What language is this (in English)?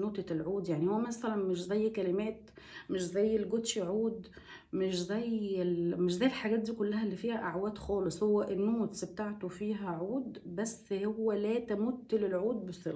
Egyptian Arabic